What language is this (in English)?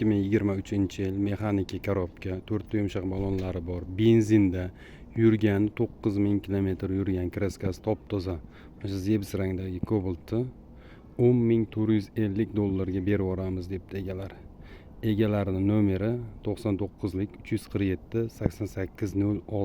Uzbek